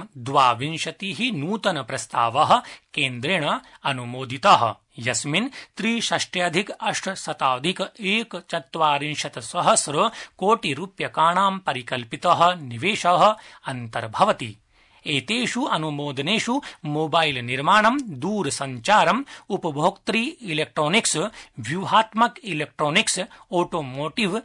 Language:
Sanskrit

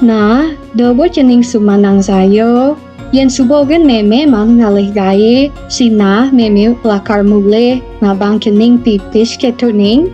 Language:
Balinese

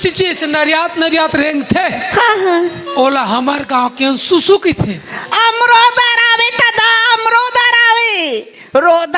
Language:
Chhattisgarhi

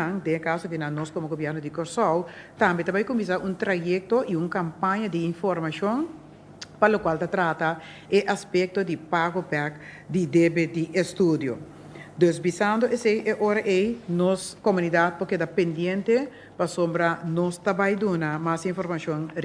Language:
Papiamento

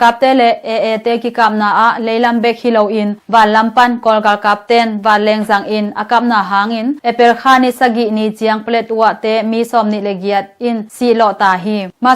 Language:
Tedim Chin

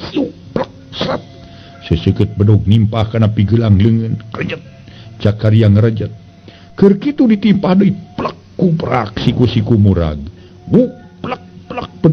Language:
Sundanese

